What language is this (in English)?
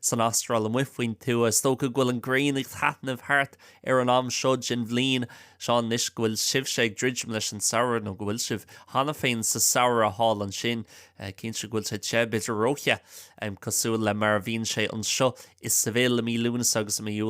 Irish